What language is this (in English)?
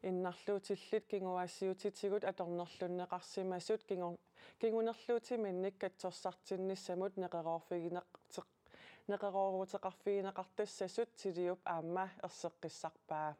Kalaallisut